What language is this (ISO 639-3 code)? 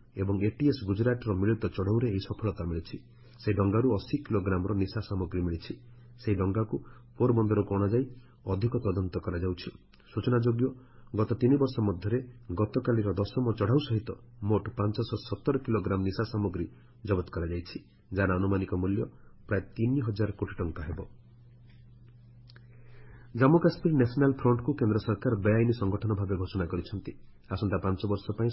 ori